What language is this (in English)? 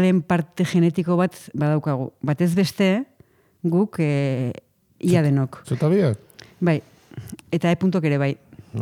Basque